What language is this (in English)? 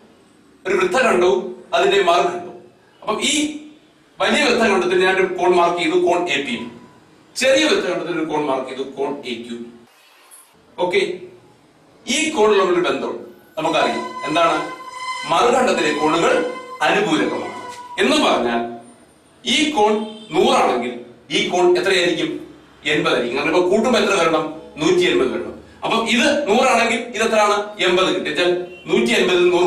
Malayalam